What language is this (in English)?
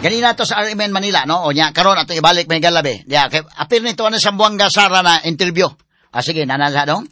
Cebuano